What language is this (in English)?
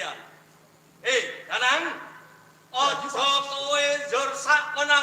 Javanese